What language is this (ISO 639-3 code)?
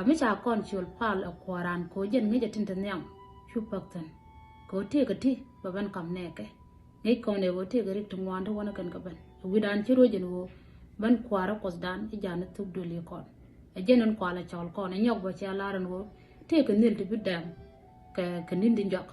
nus